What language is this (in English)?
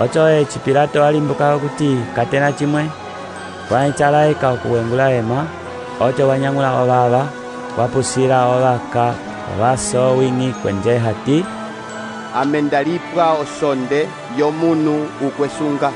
Umbundu